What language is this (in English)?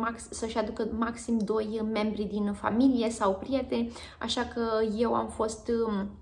Romanian